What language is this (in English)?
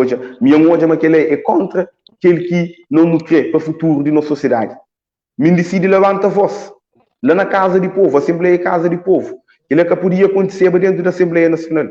Kabuverdianu